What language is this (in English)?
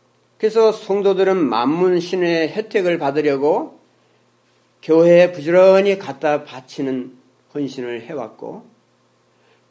Korean